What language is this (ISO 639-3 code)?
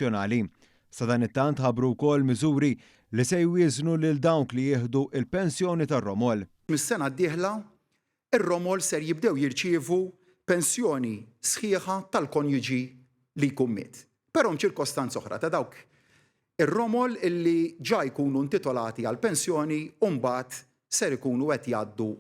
mlt